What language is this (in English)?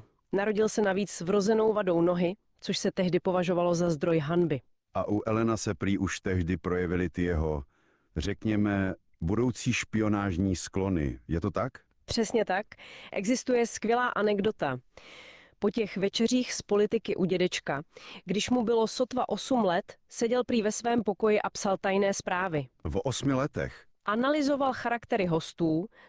Czech